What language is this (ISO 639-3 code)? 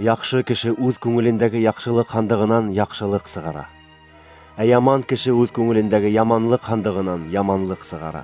bak